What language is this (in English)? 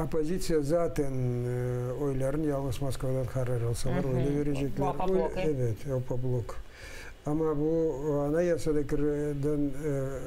Crimean Tatar